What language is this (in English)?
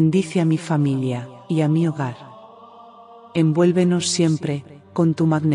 Spanish